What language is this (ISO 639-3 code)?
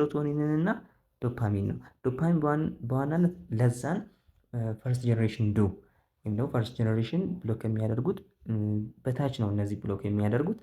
amh